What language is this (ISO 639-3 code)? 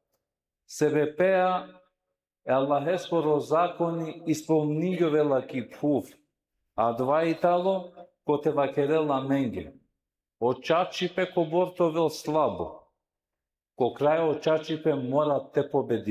rmn